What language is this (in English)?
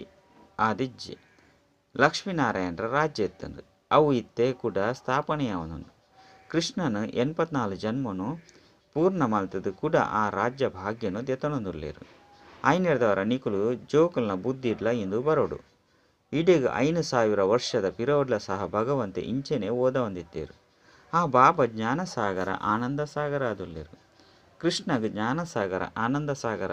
Tulu